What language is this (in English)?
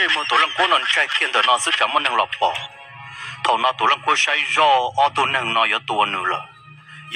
Hmong